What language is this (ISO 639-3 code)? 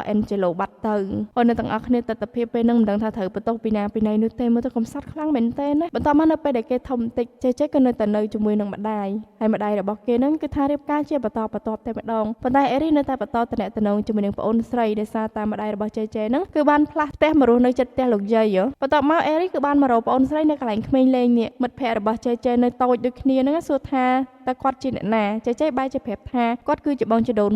khm